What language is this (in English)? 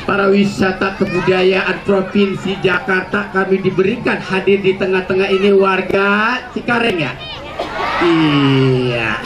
Betawi